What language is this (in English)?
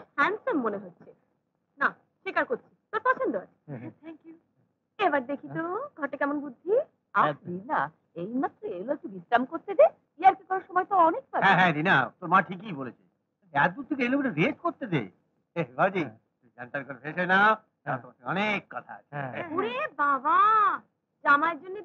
Bangla